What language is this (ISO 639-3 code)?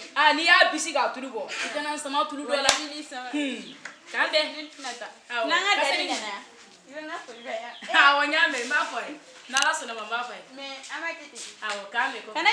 bam